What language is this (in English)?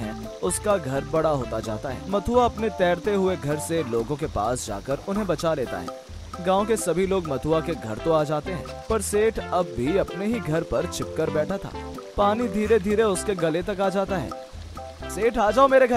Hindi